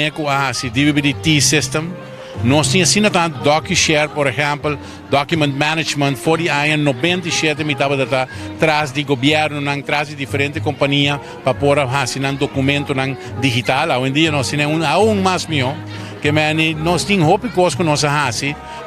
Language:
Papiamento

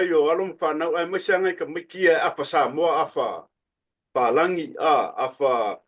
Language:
Samoan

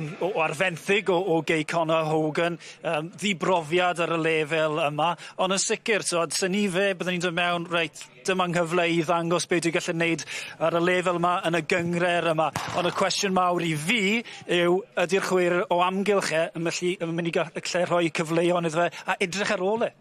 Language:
Welsh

